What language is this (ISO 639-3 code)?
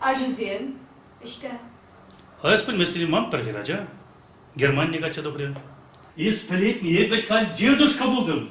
chv